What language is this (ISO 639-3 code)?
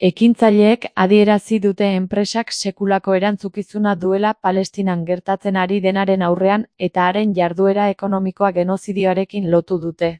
eus